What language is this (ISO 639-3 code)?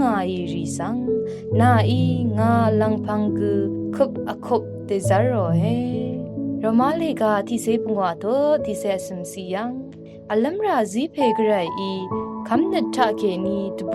raw